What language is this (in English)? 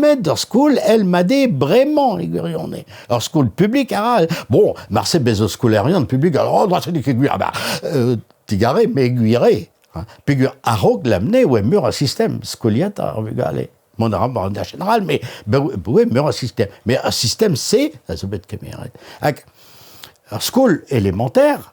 Breton